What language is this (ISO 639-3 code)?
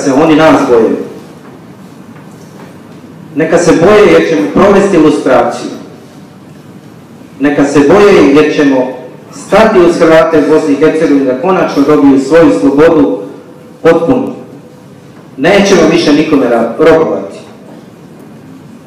hrv